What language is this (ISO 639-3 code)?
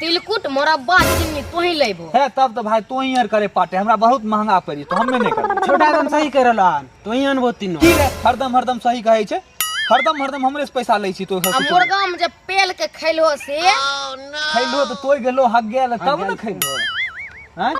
mai